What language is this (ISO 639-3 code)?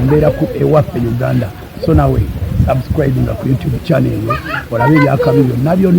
lug